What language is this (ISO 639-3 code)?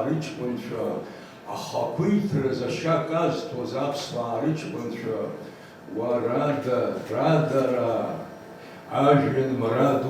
abk